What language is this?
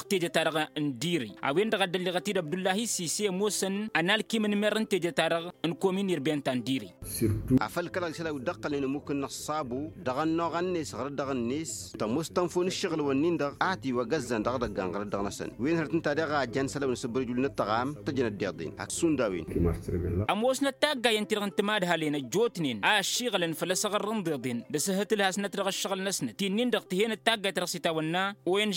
Tamasheq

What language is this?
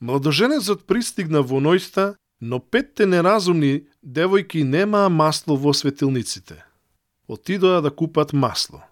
Macedonian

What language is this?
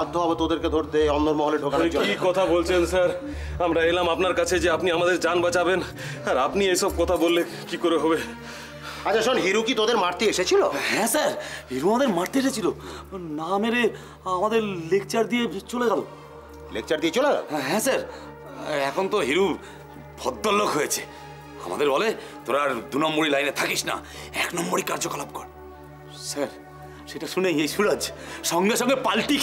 Bangla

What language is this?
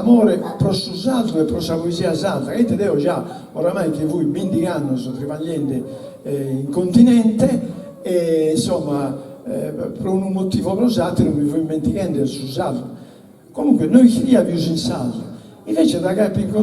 Sardinian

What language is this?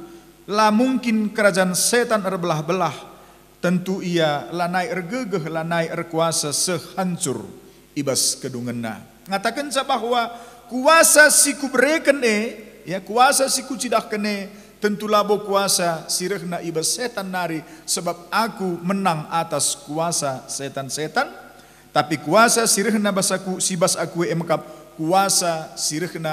Batak Karo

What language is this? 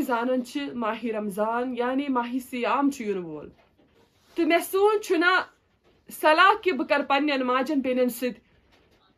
Kashmiri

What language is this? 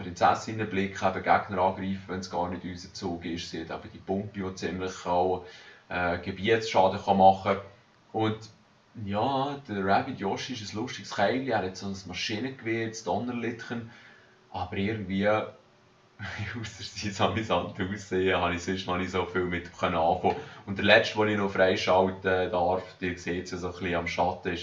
Swiss German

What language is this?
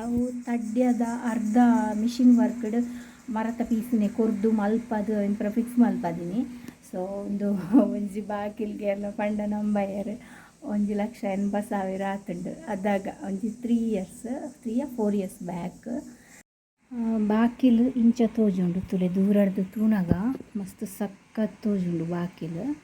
Tulu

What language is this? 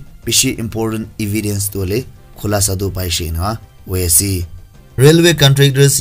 Naga Pidgin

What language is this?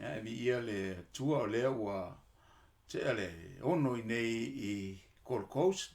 Samoan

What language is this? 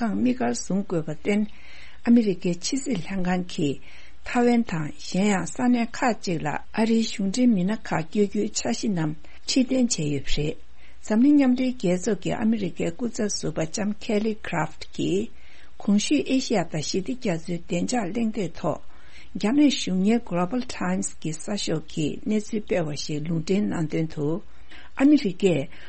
Tibetan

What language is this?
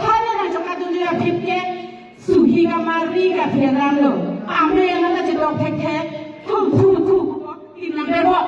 Karbi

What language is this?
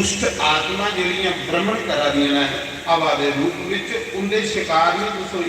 Dogri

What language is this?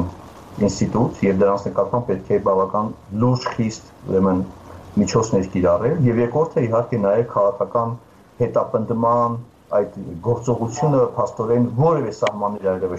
Armenian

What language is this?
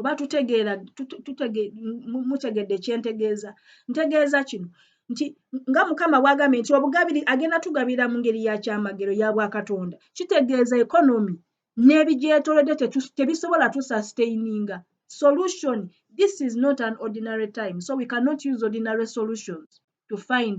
Ganda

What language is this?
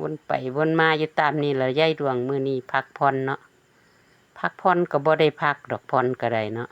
Lao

